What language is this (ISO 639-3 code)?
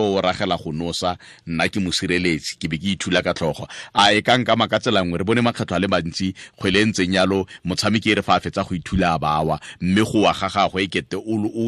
tsn